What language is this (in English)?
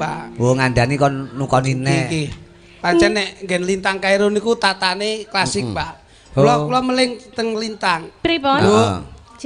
Javanese